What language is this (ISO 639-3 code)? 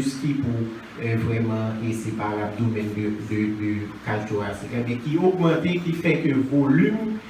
hat